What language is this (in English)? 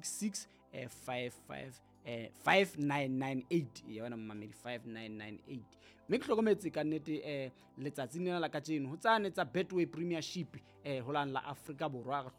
Southern Sotho